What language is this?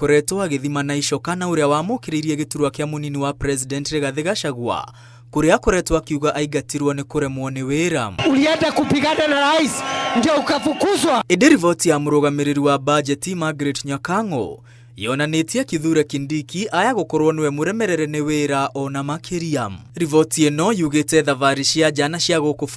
Kikuyu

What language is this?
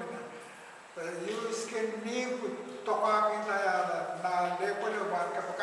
Pohnpeian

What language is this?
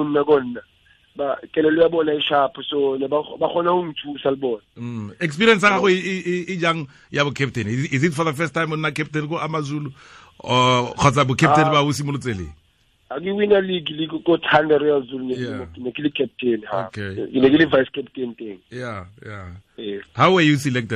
Tswana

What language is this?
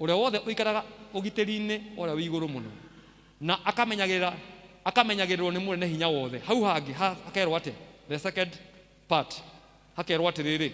Kikuyu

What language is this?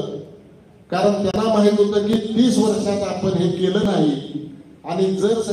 Marathi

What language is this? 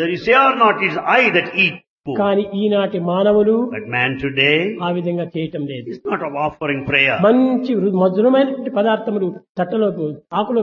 Telugu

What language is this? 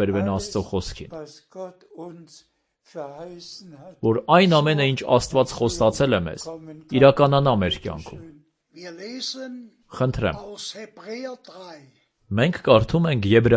Armenian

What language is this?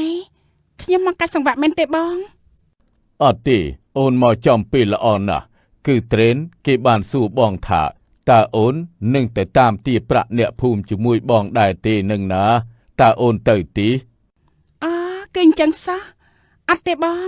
Khmer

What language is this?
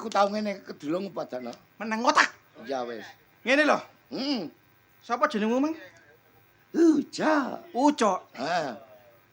Javanese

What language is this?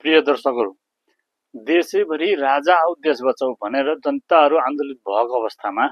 Nepali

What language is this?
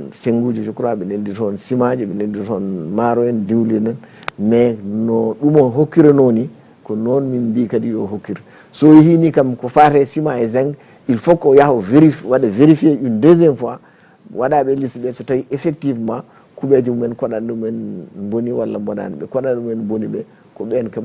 Fula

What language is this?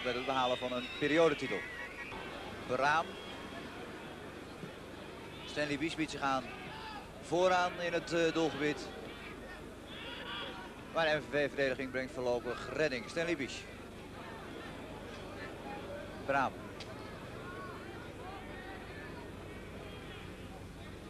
Dutch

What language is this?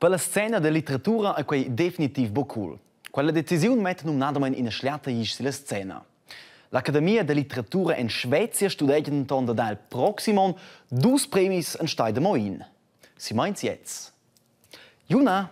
Romansh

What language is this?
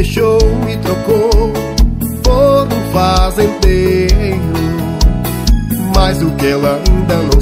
Portuguese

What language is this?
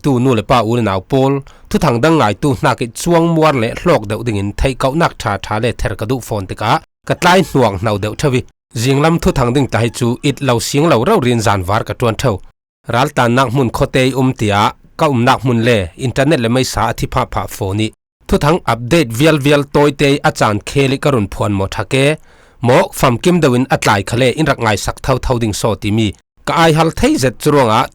Falam Chin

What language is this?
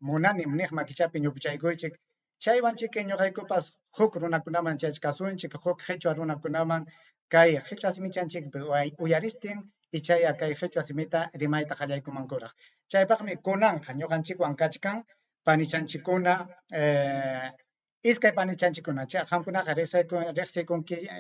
Ayacucho Quechua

